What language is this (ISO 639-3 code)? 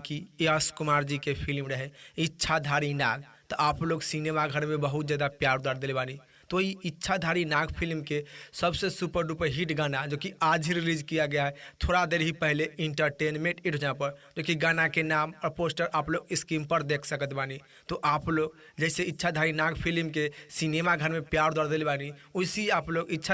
bho